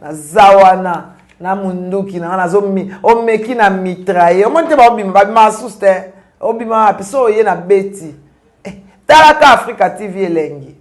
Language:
Lingala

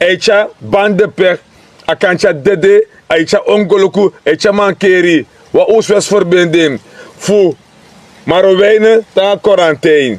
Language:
Sranan Tongo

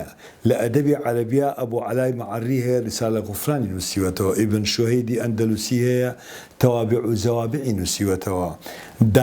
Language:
Central Kurdish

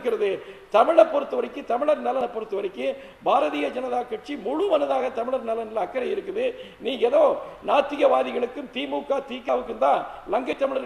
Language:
Tamil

